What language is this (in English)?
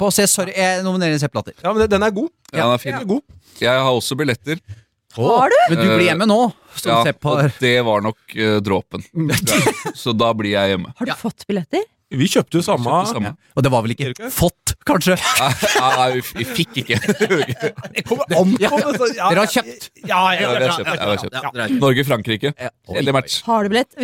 Norwegian